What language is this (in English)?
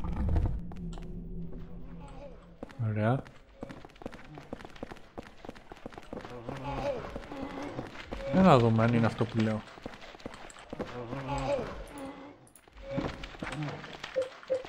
Greek